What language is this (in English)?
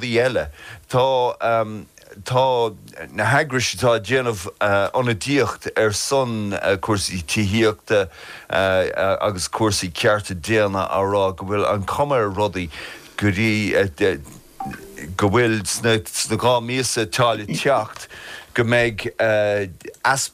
Irish